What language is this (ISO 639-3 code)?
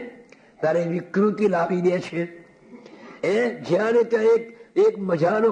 guj